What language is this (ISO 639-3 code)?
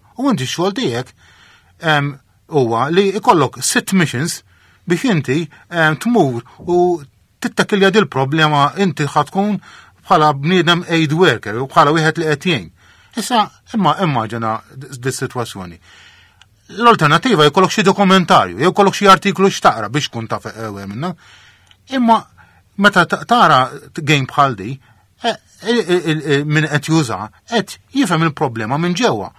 mlt